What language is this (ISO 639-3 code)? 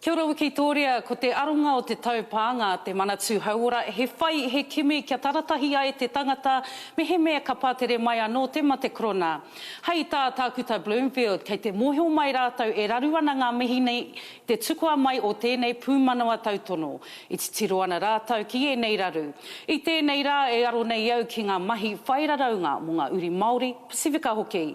mri